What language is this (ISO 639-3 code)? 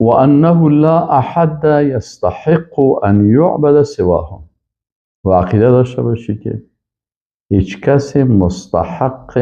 fas